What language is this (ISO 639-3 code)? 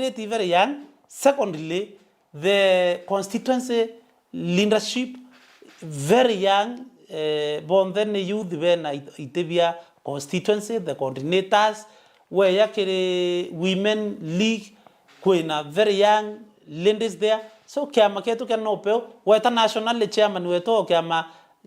mer